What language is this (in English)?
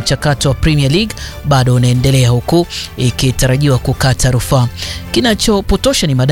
Swahili